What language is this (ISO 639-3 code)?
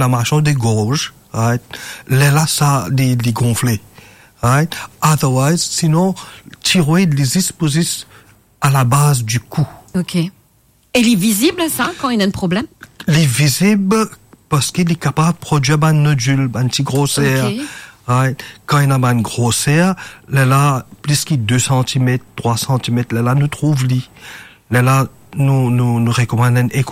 mfe